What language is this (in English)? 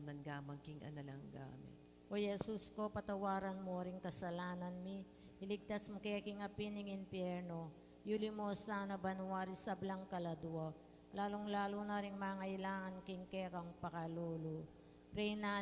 Pampanga